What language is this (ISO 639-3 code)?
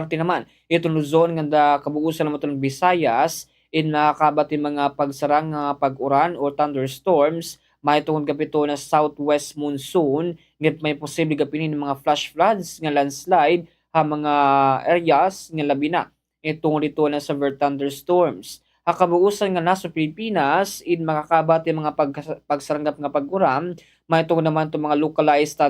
war